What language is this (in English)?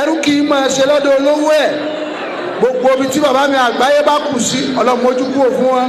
Yoruba